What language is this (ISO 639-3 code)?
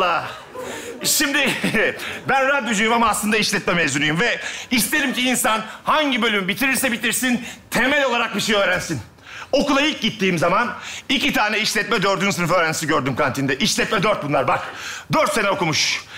tur